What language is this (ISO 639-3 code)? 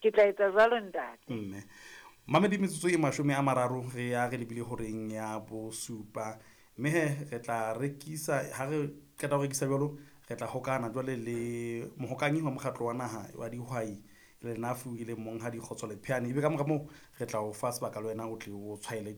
sot